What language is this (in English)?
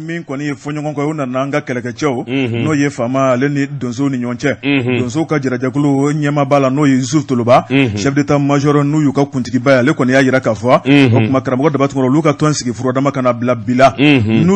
Bambara